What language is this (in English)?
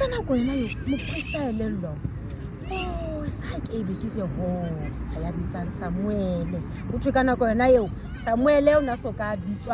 Southern Sotho